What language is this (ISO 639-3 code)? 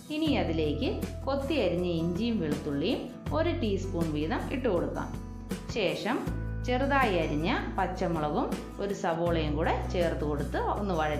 mal